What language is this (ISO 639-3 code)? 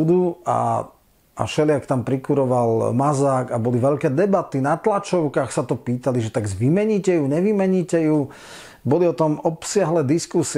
slk